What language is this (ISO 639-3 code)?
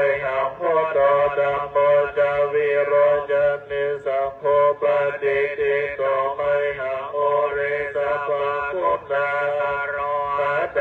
pli